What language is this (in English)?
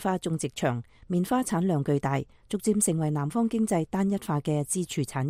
Cantonese